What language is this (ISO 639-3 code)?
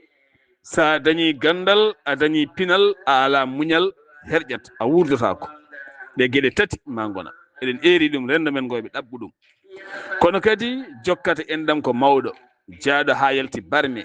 ful